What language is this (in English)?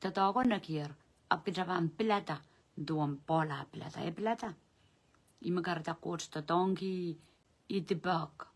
Pohnpeian